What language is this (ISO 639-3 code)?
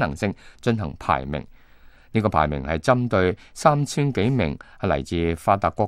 yue